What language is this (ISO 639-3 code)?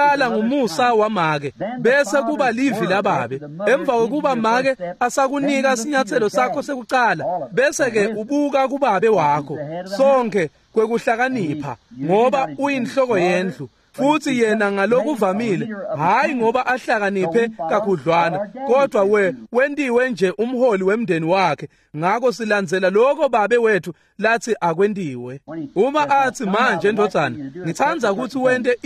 ssw